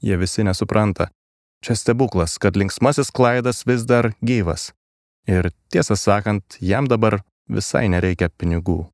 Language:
Lithuanian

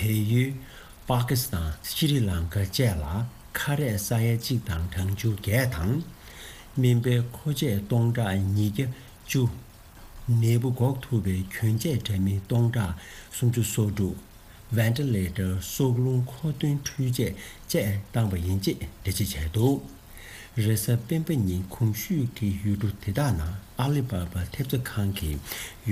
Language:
Tibetan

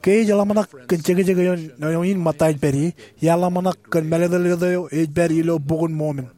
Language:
Marshallese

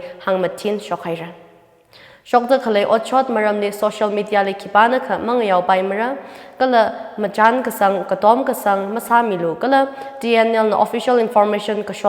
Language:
Tangkhul Naga (India)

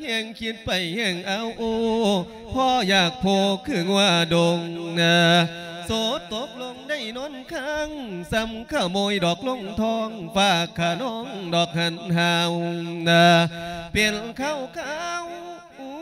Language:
Lao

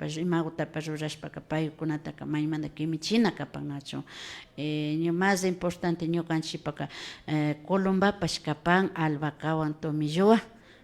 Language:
Imbabura Highland Quichua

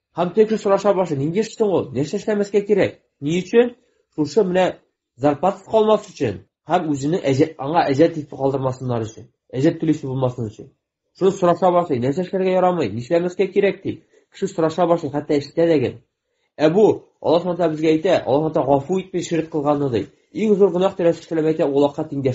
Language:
Tatar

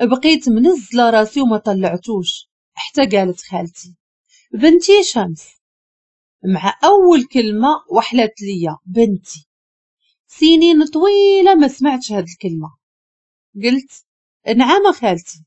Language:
Moroccan Arabic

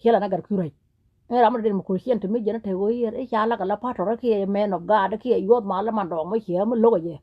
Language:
Nuer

